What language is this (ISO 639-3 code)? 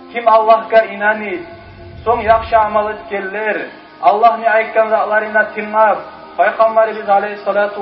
kum